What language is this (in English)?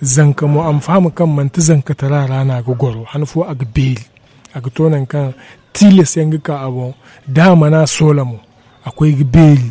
Zarma